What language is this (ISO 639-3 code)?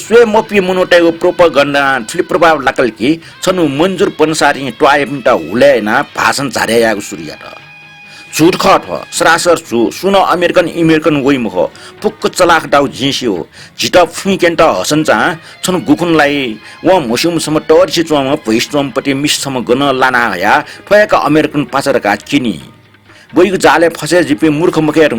new